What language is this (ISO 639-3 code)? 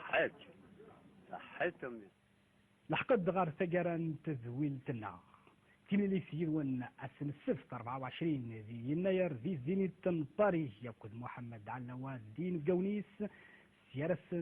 kab